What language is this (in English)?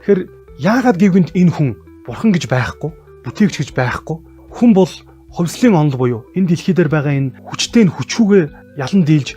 Mongolian